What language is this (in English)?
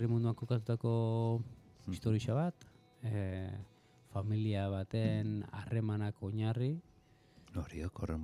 Basque